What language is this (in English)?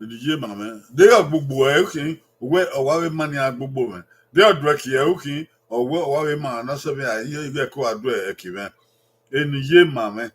Bini